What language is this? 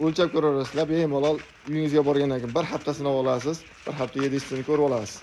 Uzbek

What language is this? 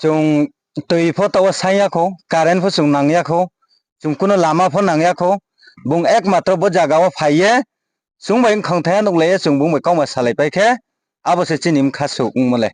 Riang (India)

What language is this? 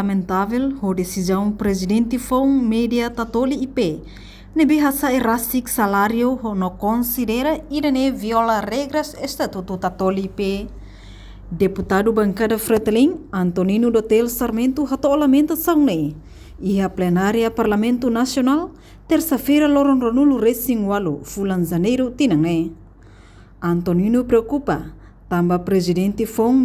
Tetum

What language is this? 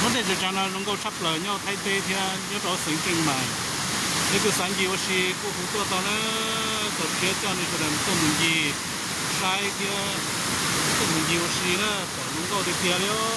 Hmong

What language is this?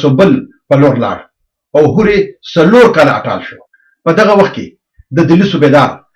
Pashto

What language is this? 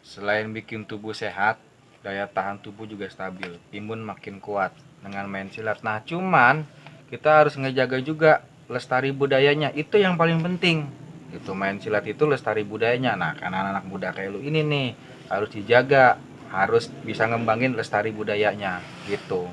Betawi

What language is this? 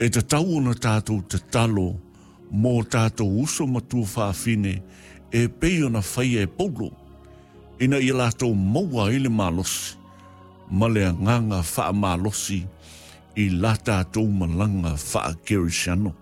Samoan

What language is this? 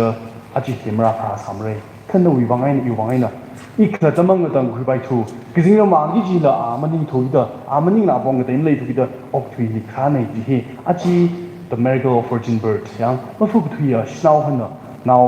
Tangkhul Naga (India)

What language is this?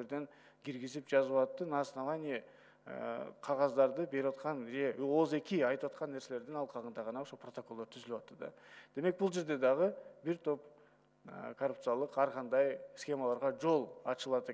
Kyrgyz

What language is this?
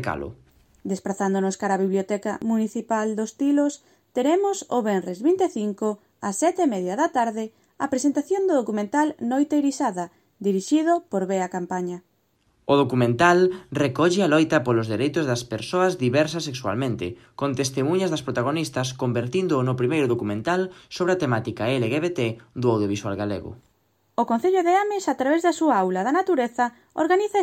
Galician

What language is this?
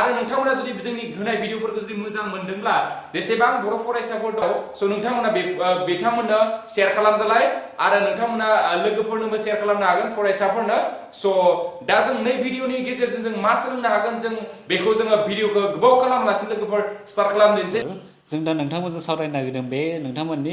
Bodo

